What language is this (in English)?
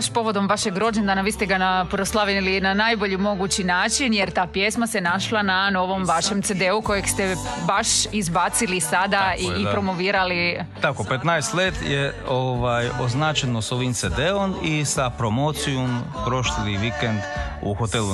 Croatian